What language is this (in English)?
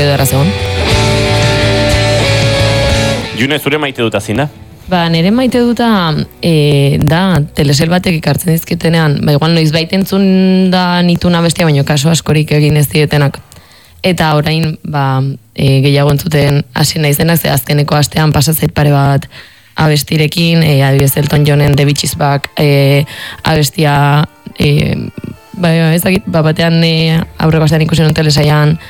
Basque